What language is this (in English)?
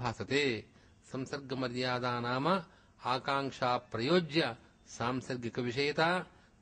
Sanskrit